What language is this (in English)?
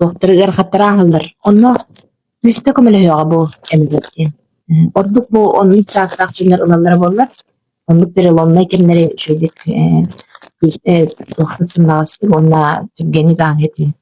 Yakut